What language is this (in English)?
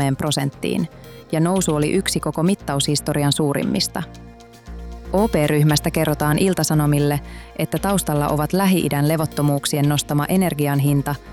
Finnish